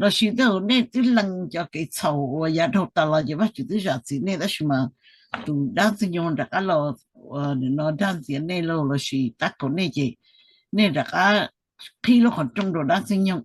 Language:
Hmong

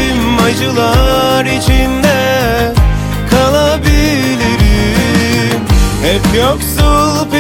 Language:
Turkish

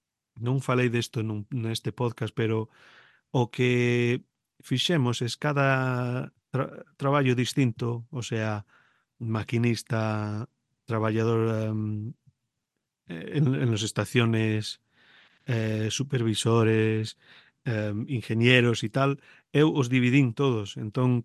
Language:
Galician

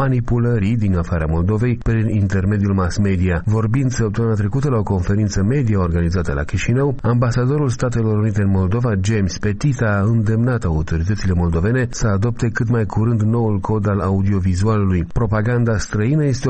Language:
Romanian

